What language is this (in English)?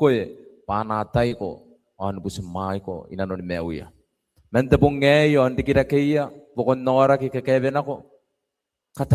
Gilbertese